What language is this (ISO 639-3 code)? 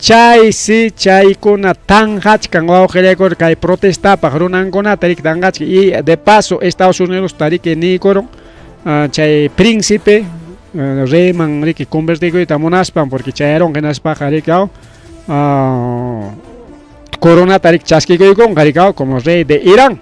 quy